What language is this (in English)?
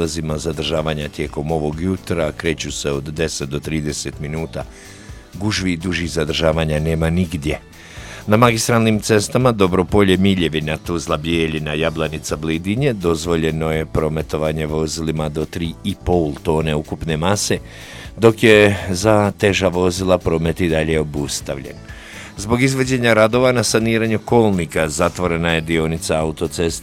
Bosnian